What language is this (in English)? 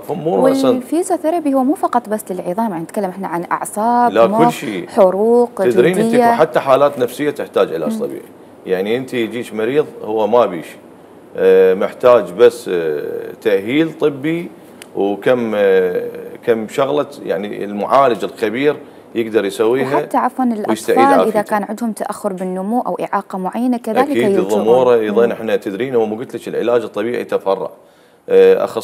Mesopotamian Arabic